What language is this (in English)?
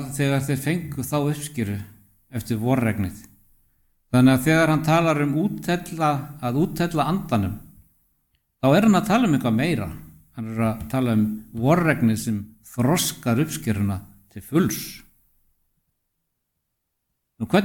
Icelandic